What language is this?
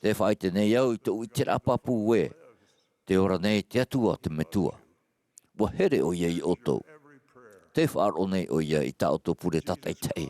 Tahitian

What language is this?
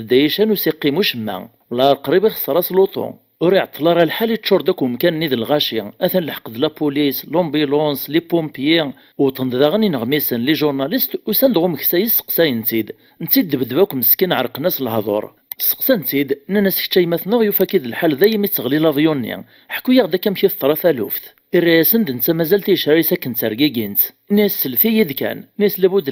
Kabyle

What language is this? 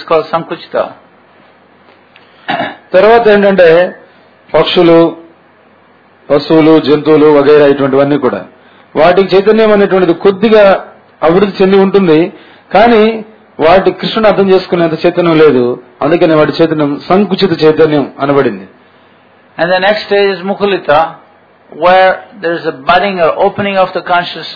Telugu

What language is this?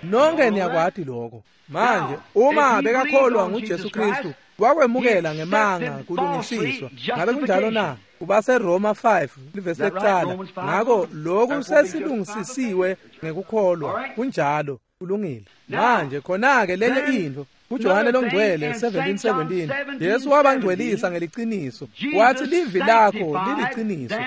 Swati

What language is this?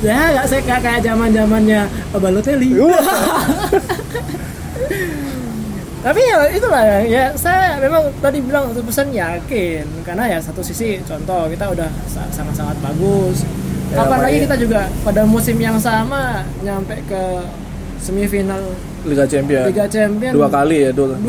Indonesian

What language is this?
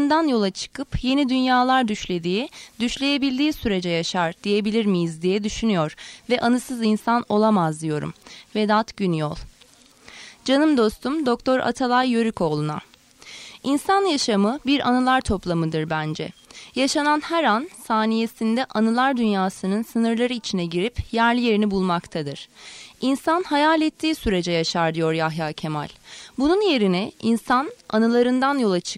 Turkish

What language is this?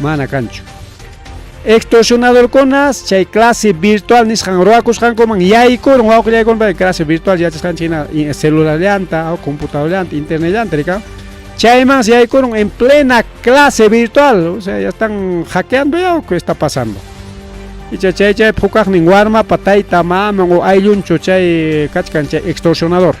Ayacucho Quechua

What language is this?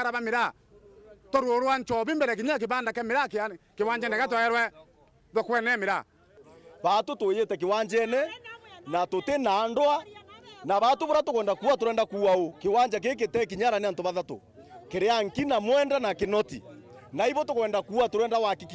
Meru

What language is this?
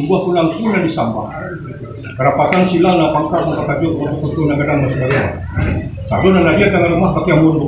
Minangkabau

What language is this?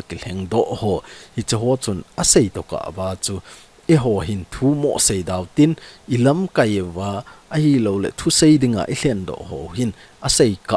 Thado Chin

